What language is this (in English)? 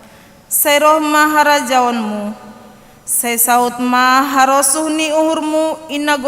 Batak Simalungun